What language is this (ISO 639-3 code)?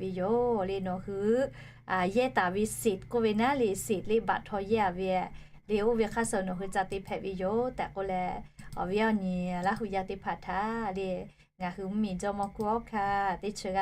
lhu